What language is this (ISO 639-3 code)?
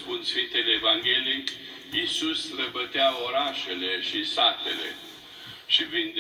ron